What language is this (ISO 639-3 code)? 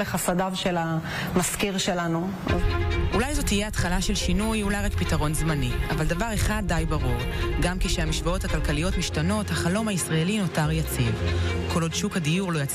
heb